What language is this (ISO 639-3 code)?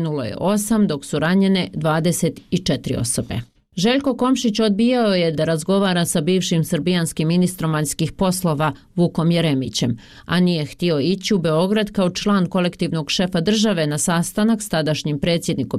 bos